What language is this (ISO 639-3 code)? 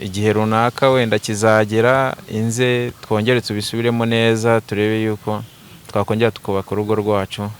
kin